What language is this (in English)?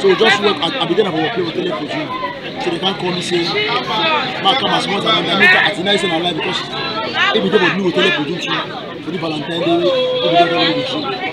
Cameroon Pidgin